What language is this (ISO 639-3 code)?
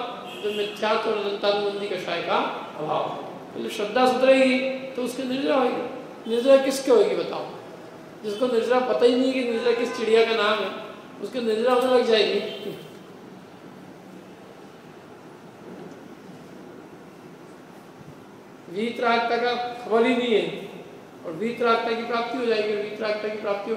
hin